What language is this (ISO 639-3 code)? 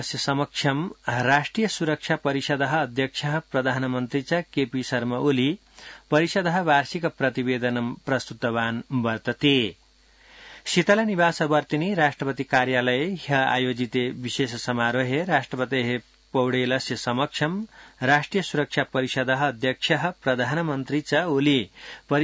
san